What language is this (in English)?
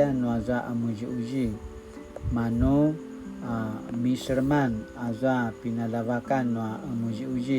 Paiwan